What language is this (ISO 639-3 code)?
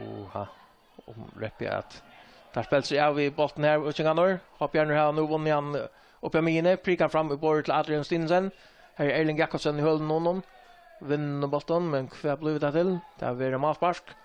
fao